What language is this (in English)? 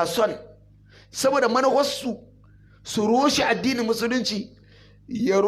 Hausa